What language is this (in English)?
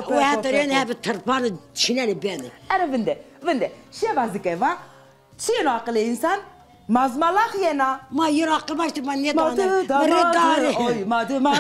Zaza